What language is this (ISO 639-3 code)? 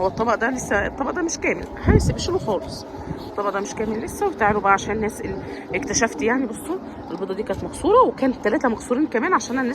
arz